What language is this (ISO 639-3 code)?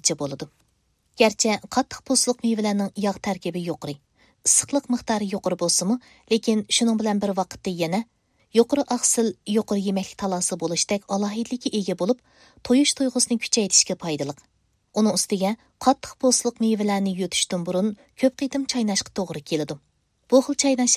uig